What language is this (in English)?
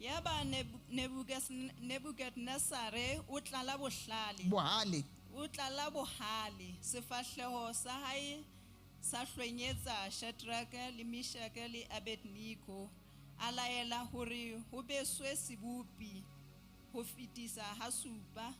Southern Sotho